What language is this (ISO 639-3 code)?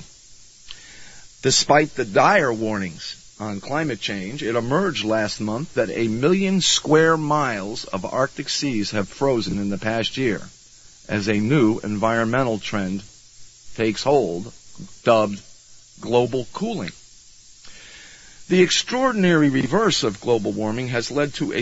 eng